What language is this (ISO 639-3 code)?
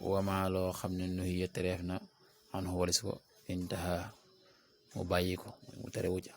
wol